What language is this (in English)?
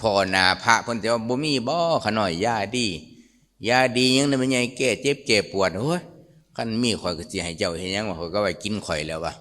Lao